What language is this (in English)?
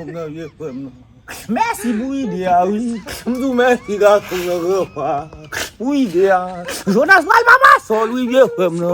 Haitian Creole